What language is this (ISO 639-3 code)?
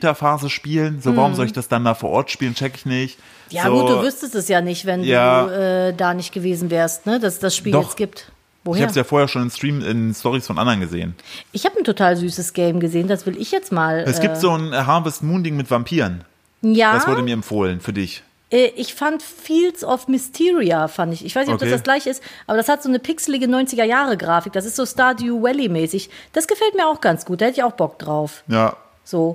deu